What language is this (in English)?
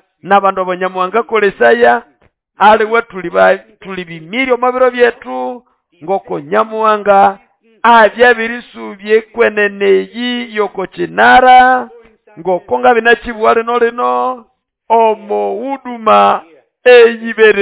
Nande